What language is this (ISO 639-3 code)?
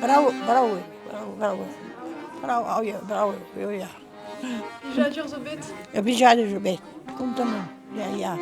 bre